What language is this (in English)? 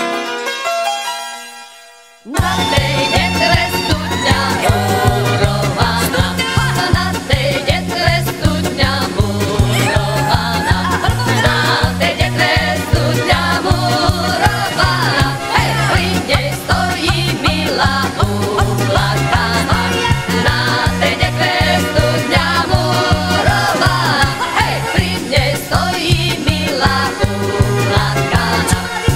Slovak